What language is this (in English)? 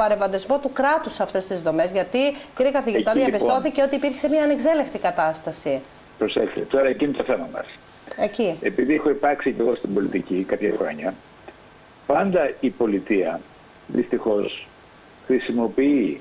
Greek